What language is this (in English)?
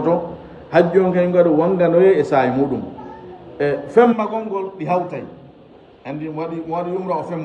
Fula